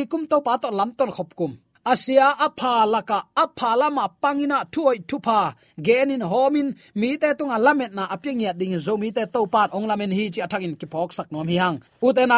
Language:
Tedim Chin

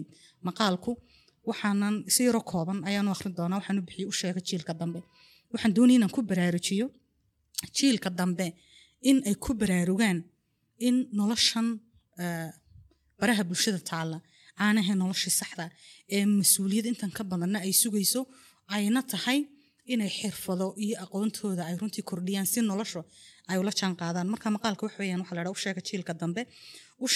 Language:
Somali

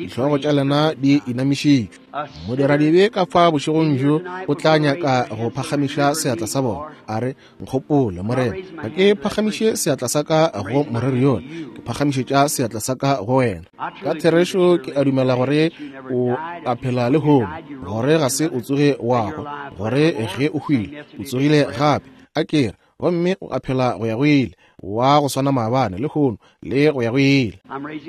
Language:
Northern Sotho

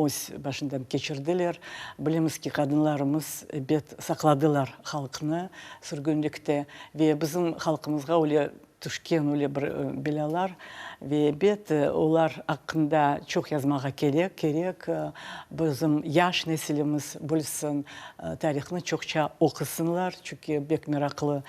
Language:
Crimean Tatar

